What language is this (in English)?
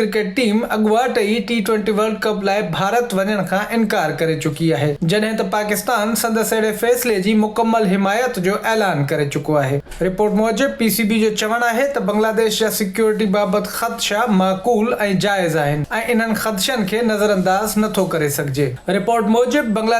Sindhi